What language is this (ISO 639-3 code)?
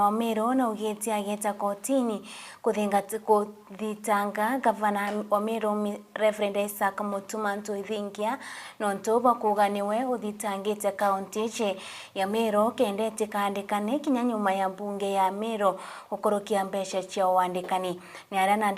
mer